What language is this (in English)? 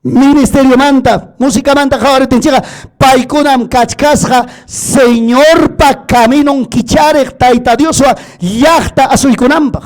Ayacucho Quechua